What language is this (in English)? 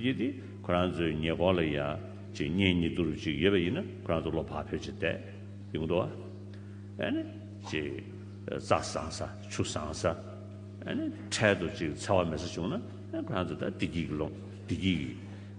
Tibetan